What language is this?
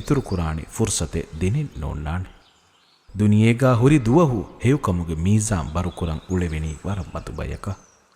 Divehi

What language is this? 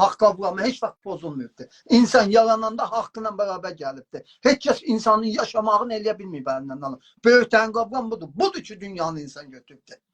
South Azerbaijani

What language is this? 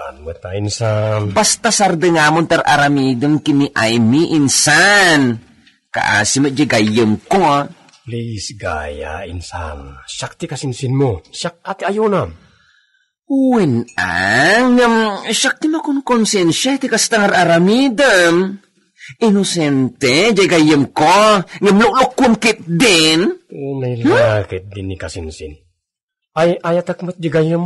Iloko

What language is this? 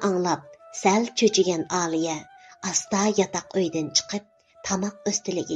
Uyghur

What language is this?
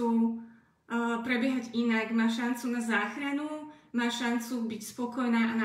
Slovak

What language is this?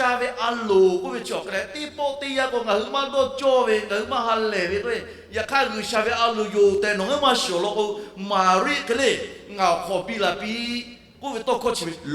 Lahu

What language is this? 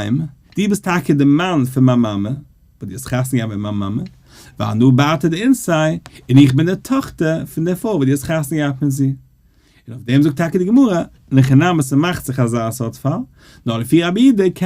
Yiddish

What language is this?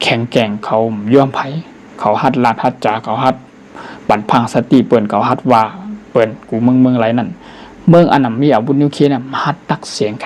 Shan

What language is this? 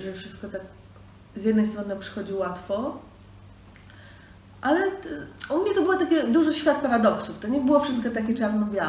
Polish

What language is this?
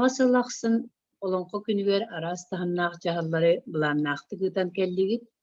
Yakut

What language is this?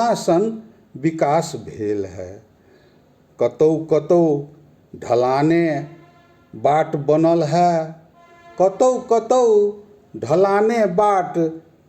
Magahi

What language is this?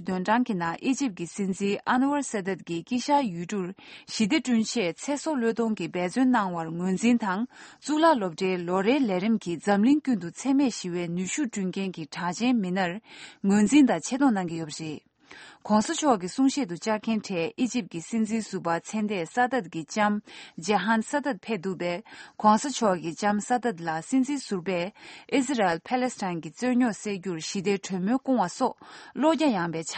Tibetan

